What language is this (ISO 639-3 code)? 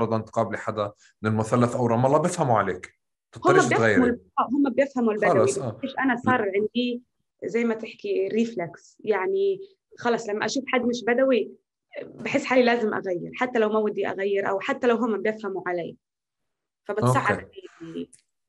apc